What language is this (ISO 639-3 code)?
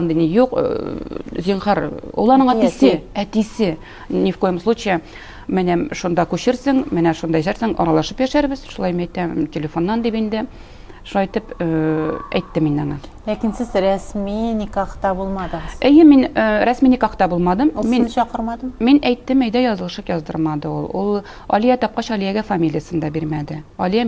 tat